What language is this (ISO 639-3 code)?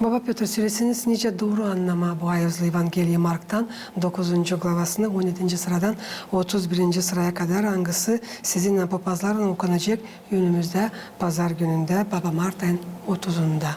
gag